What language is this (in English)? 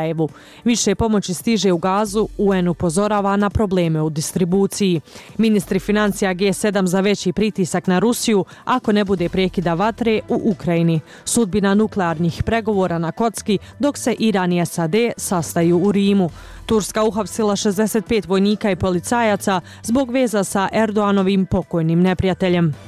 Bosnian